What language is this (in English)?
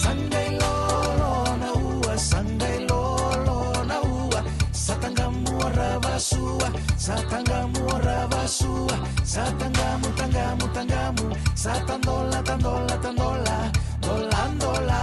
Fijian